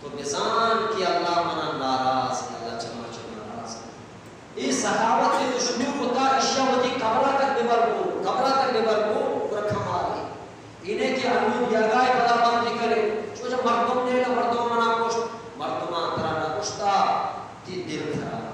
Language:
Eastern Balochi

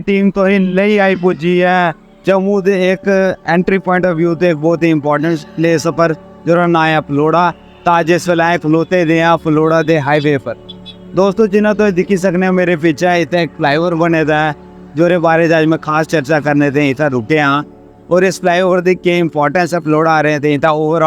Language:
Dogri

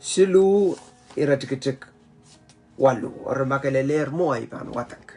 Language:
Pohnpeian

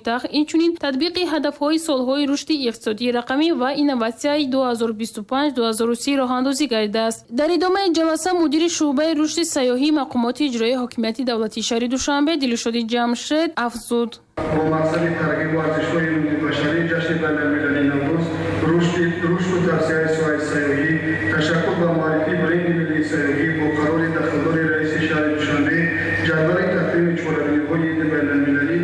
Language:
Tajik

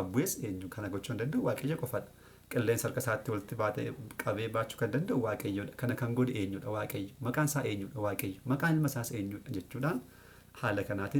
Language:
Oromo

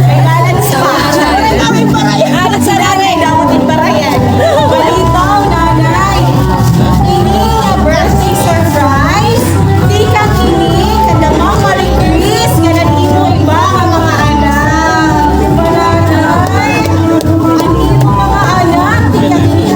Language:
Waray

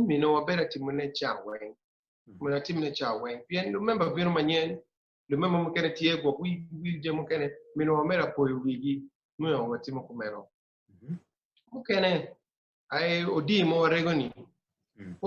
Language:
Acoli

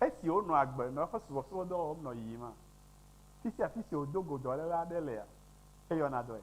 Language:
Ewe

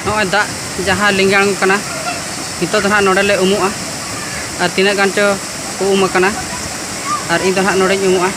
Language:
Santali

